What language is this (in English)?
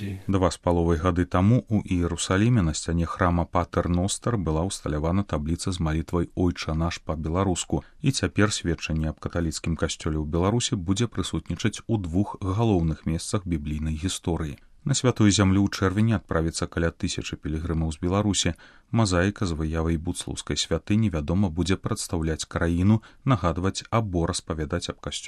Belarusian